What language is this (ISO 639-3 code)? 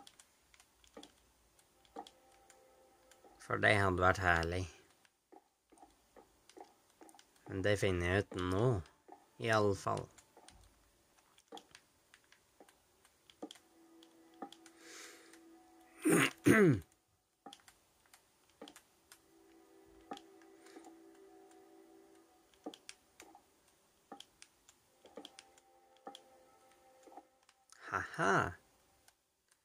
nor